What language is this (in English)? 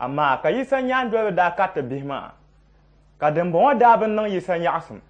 Dagbani